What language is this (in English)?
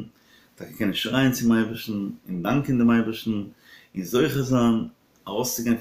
Yiddish